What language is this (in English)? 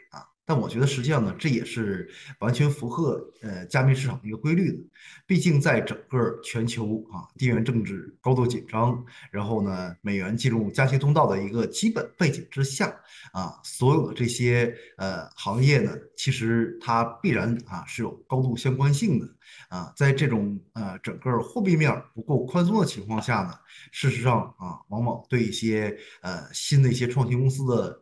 Chinese